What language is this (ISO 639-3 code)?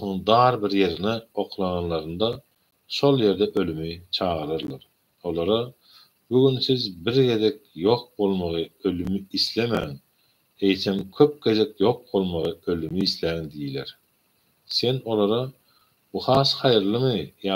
tuk